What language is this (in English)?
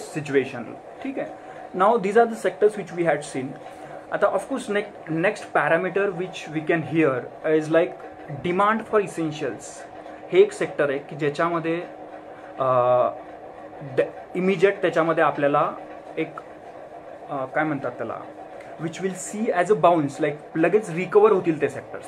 Marathi